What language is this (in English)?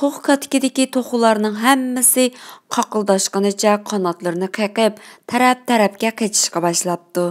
Uyghur